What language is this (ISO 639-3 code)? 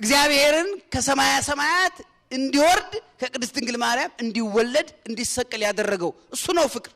amh